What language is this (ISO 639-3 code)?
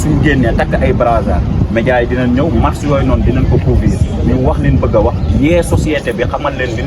wol